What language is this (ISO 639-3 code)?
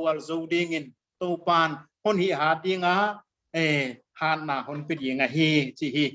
pck